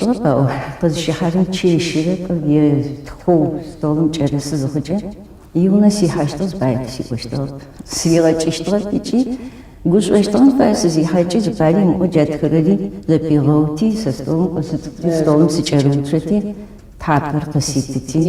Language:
Adyghe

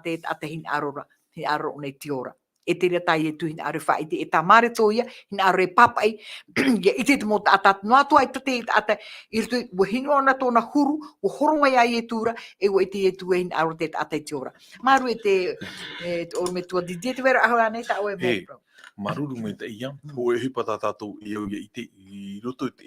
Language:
Tahitian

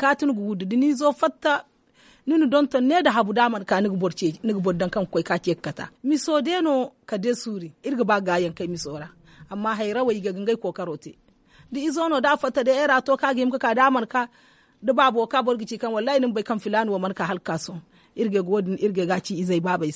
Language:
Zarma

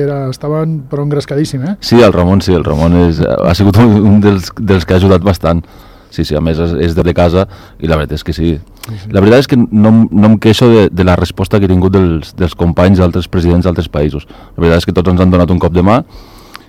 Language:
Catalan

